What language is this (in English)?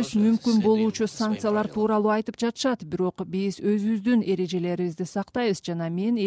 Kyrgyz